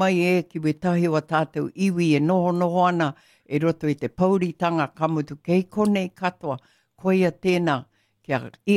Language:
Māori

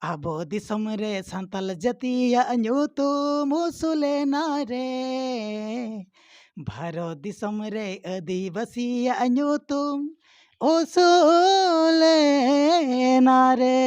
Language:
Santali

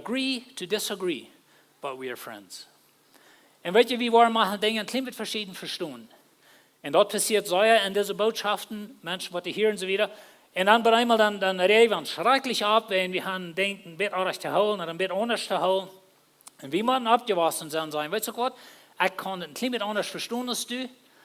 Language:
Plautdietsch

